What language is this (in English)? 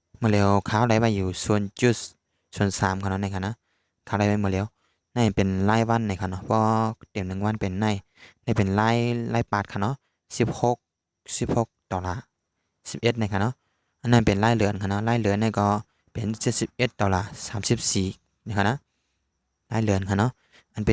Shan